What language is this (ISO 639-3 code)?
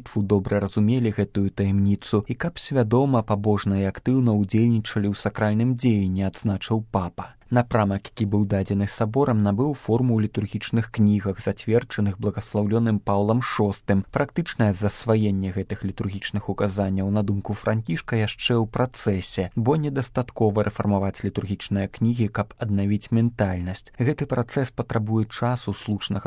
bel